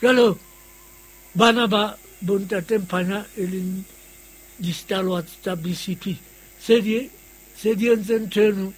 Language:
Southern Sotho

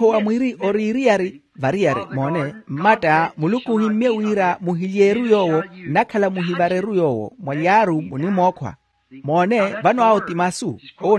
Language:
Makhuwa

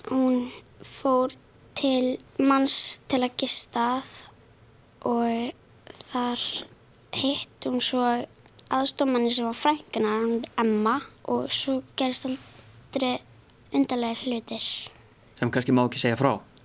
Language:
Icelandic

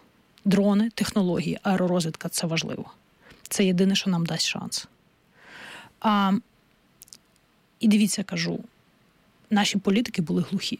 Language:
Ukrainian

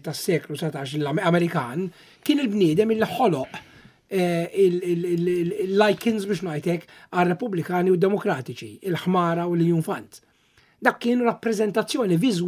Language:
Maltese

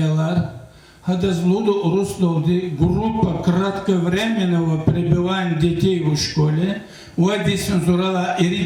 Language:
Lezghian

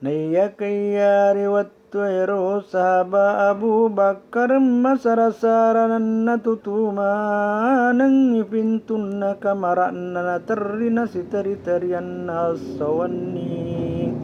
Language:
Buginese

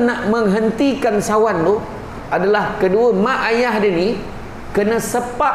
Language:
Malay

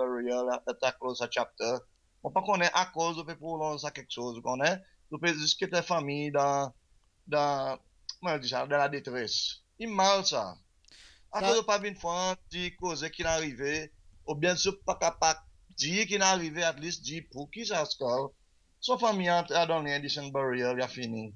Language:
Seselwa Creole French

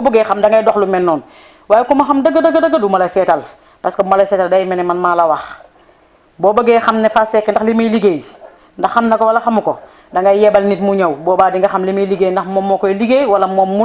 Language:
Wolof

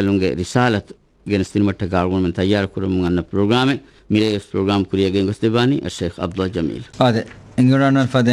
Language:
Divehi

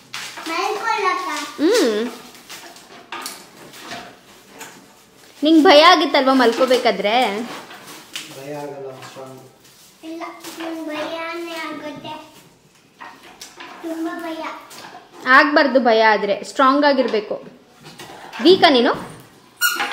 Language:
Kannada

